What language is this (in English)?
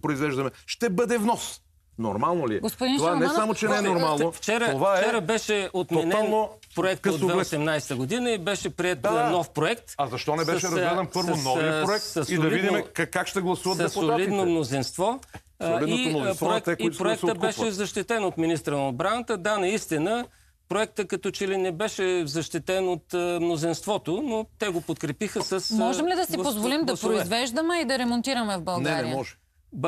Bulgarian